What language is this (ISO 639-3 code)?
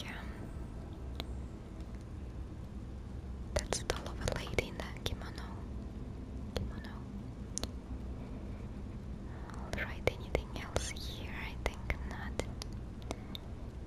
eng